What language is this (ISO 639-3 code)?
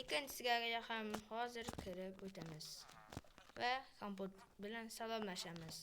uzb